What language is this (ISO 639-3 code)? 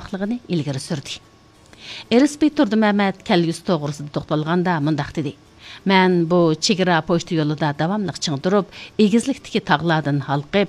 uig